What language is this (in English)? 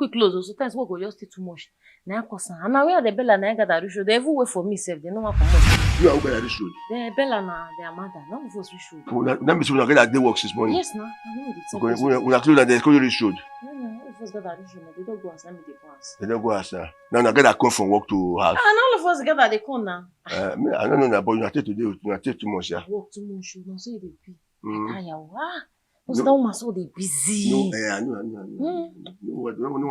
Nigerian Pidgin